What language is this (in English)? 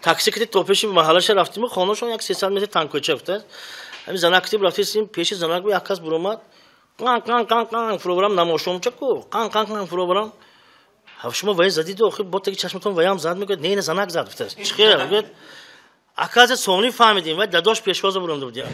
Tajik